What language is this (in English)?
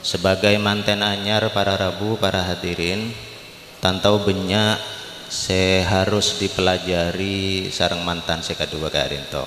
Madurese